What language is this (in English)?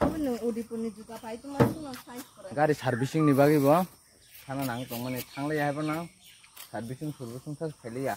Kok Borok